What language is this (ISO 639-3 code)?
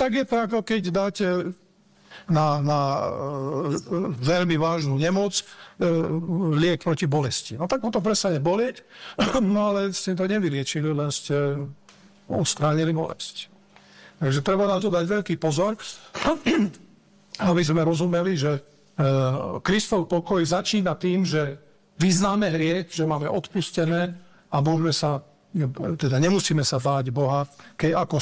slk